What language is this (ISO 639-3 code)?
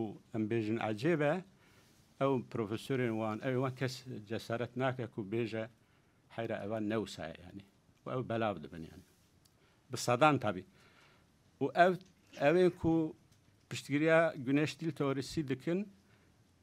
kur